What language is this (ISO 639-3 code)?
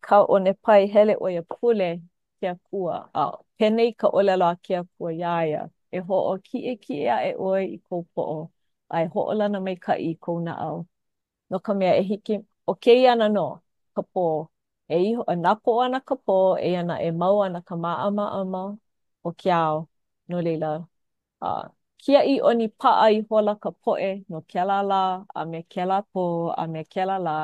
haw